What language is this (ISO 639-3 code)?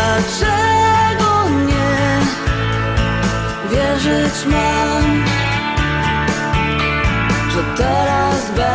pol